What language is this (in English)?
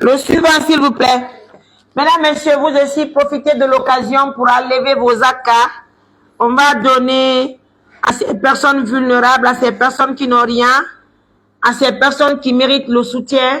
Pular